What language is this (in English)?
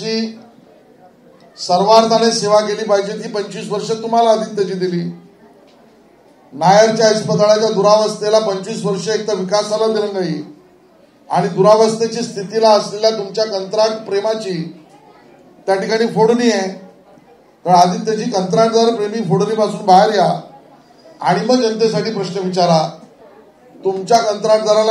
Marathi